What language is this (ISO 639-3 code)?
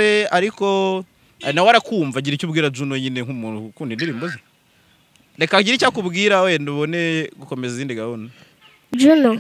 kin